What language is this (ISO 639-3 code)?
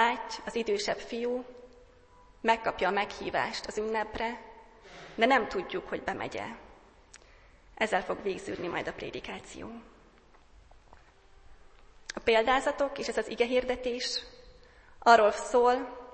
hun